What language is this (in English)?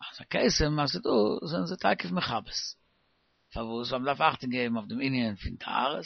Yiddish